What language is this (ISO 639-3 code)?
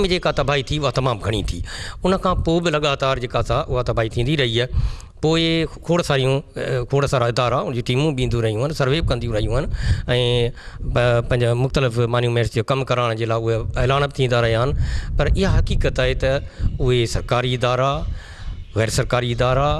snd